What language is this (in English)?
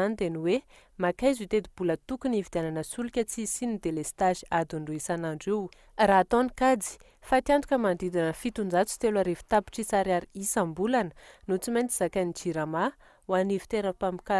Malagasy